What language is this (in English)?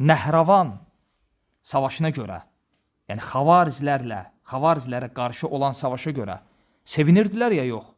Azerbaijani